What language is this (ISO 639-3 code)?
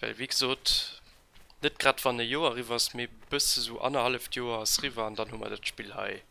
ltz